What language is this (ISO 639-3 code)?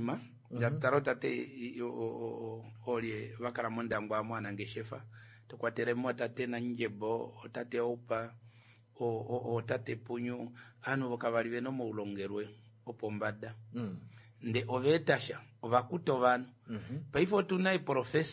kua